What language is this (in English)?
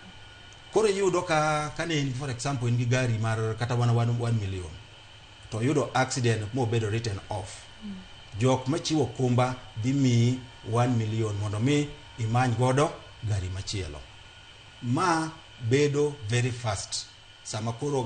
Luo (Kenya and Tanzania)